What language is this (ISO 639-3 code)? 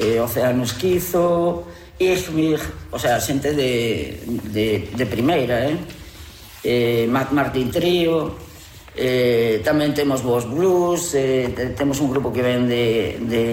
glg